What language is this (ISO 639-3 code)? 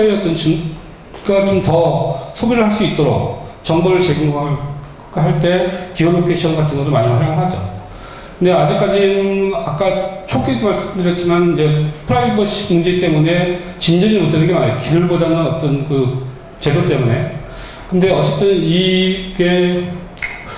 kor